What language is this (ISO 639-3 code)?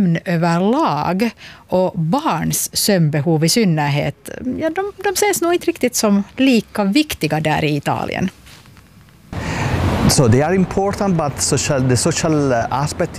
swe